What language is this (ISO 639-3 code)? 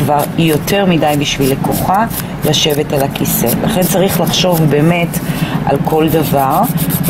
heb